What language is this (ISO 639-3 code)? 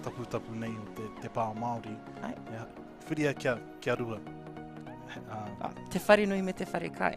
mri